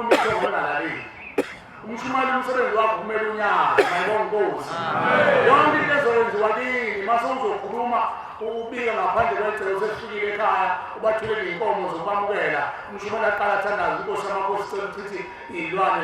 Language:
Zulu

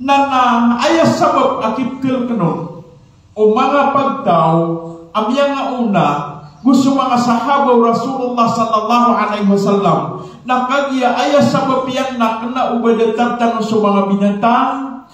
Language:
Maranao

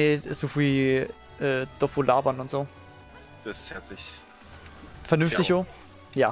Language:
Bavarian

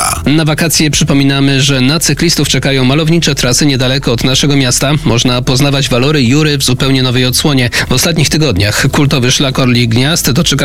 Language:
Polish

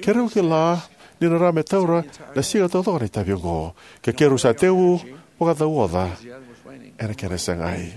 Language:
Fijian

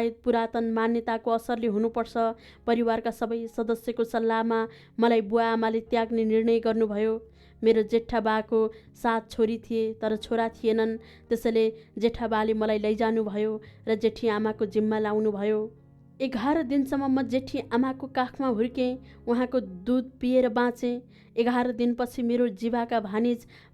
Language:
Nepali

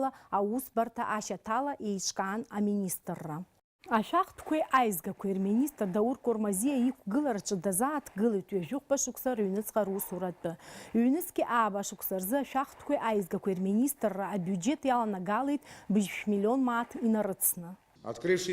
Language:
Abkhazian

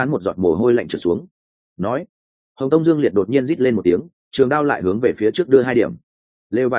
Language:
Vietnamese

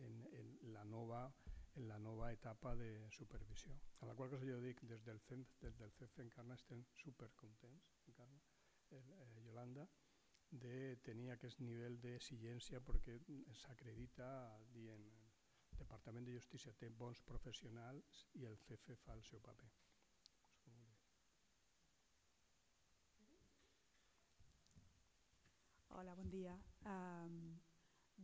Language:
Catalan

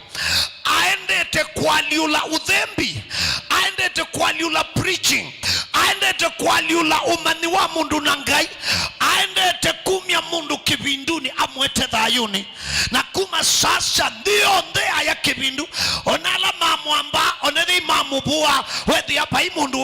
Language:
Kamba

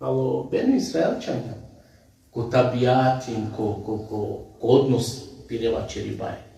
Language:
Balkan Romani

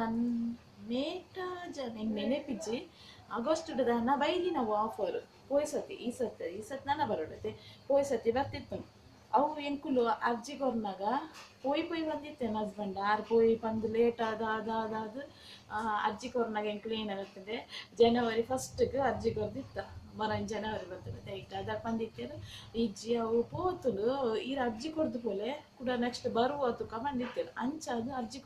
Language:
Tulu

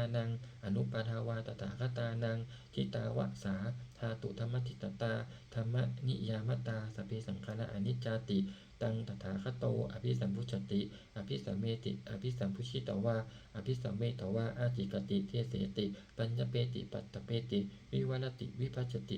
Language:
Pali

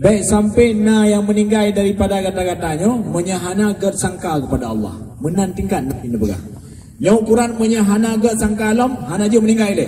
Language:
Achinese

